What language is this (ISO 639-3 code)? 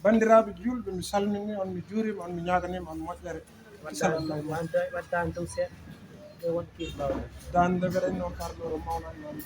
ful